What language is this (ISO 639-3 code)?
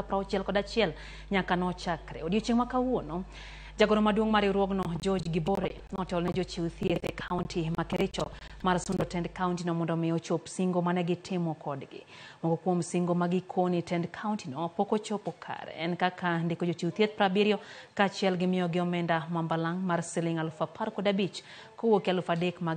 luo